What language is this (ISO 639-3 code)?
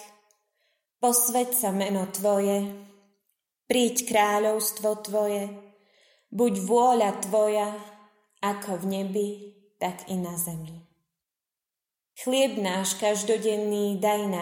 slk